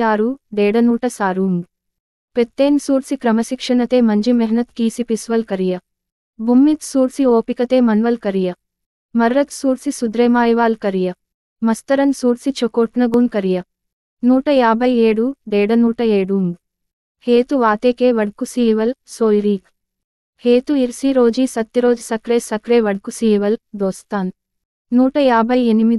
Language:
Gondi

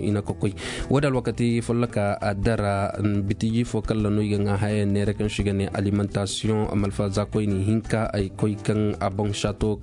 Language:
Zarma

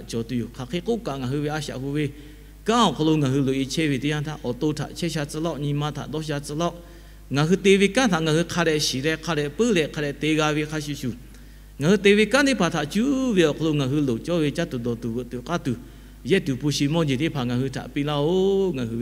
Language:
Lahu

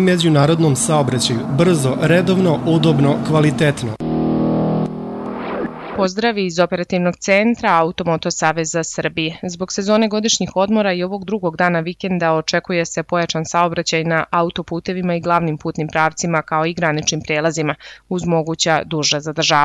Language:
Serbian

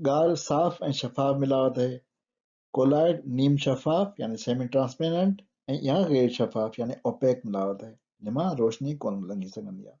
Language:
Sindhi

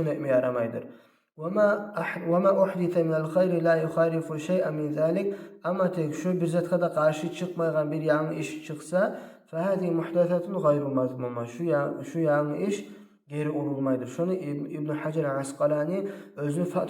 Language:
Kumyk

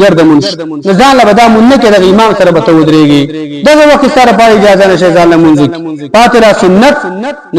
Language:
Pashto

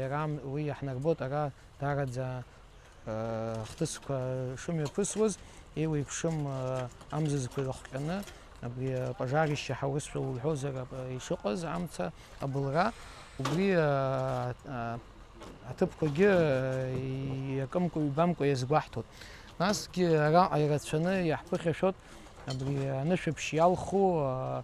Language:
Abkhazian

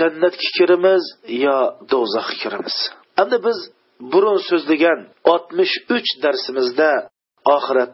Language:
Uyghur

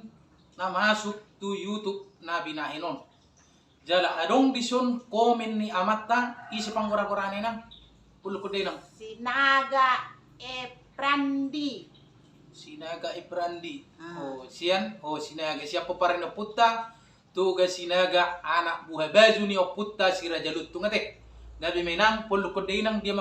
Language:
Batak Toba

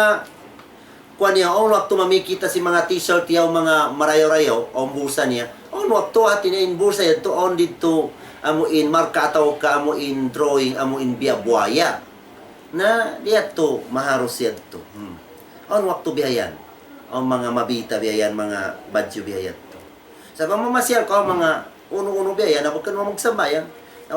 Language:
Tausug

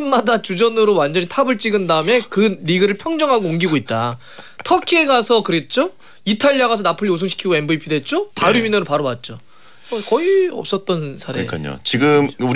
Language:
Korean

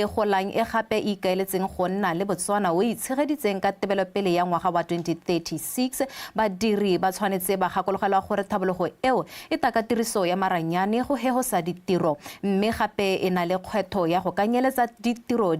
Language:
Tswana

